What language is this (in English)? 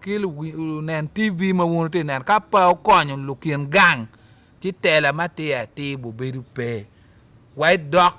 Acoli